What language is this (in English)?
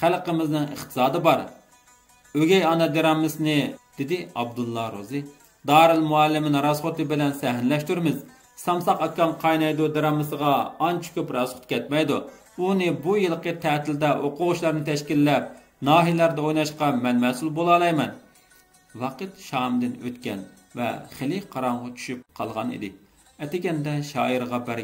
Uyghur